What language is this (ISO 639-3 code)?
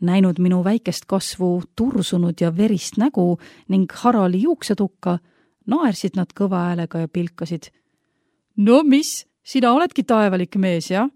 est